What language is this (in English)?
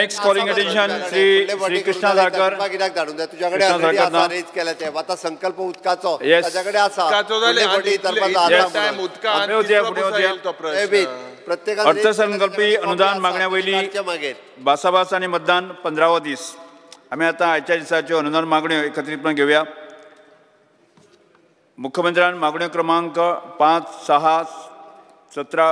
Konkani